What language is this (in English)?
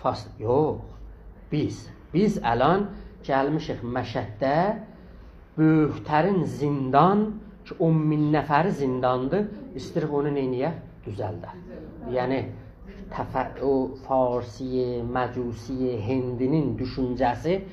South Azerbaijani